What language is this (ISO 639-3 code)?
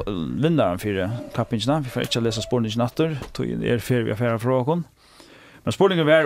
fao